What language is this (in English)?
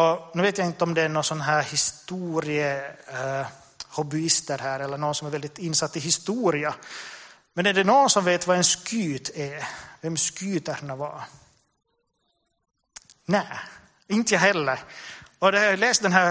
Swedish